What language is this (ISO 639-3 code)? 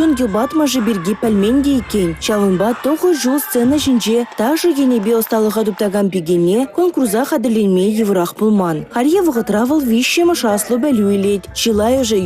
chv